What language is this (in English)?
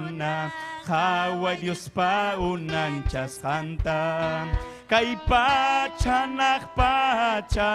Ayacucho Quechua